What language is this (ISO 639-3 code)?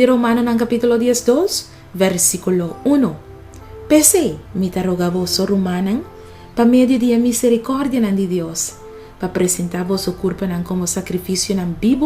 pap